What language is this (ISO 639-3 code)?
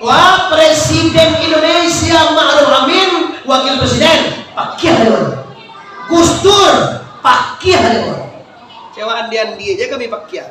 min